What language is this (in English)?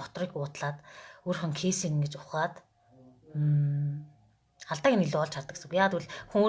Mongolian